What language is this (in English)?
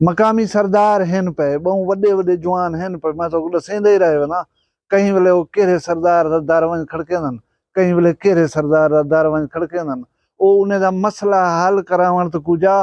Saraiki